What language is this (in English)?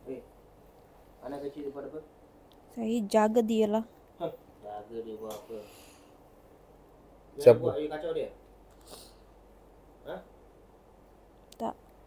Malay